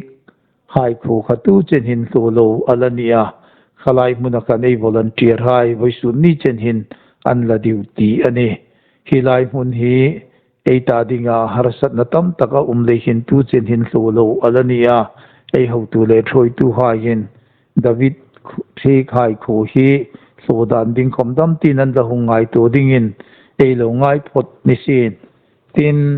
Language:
Hmar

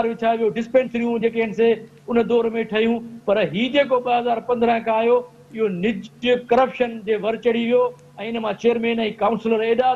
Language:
Sindhi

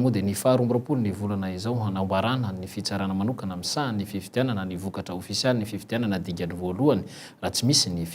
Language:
Malagasy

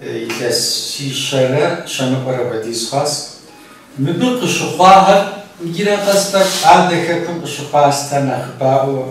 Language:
Kabardian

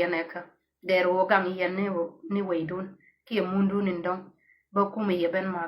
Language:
Nuer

